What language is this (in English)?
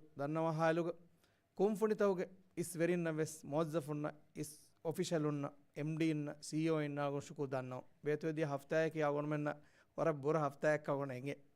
Divehi